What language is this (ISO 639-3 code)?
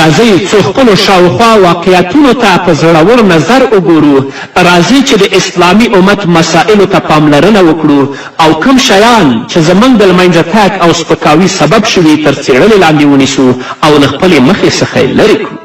pus